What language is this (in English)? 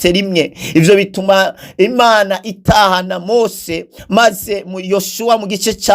Rundi